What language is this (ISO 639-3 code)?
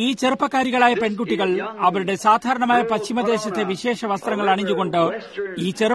mal